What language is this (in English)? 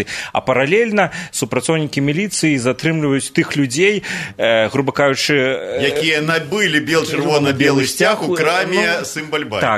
Belarusian